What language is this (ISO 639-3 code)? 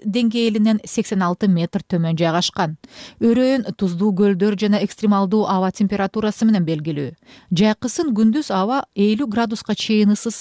kir